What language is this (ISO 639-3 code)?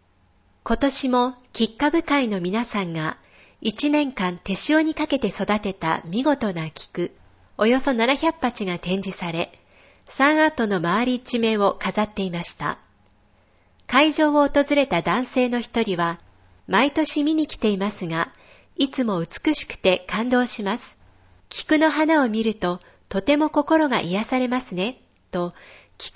jpn